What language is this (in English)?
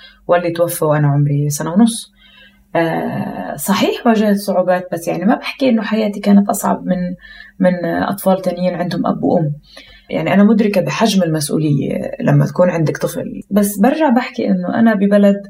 North Levantine Arabic